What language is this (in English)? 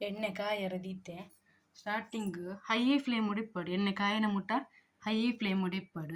Tulu